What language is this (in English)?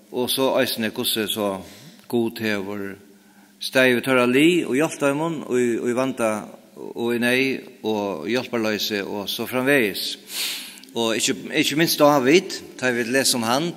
Faroese